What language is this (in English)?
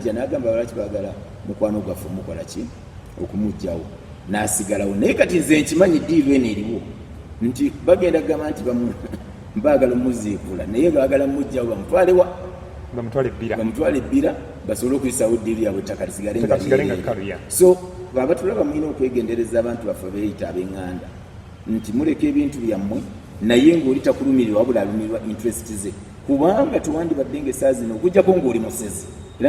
Ganda